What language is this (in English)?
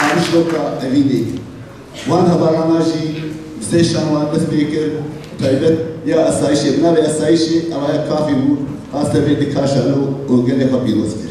Kurdish